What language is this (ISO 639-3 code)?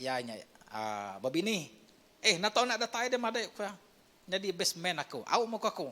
iba